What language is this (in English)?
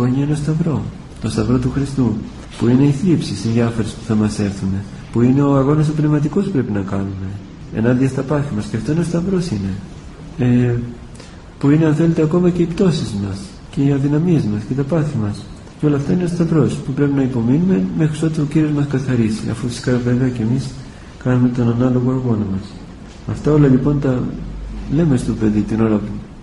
Greek